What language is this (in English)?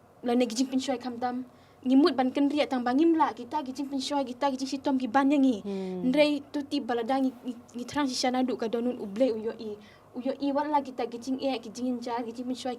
Khasi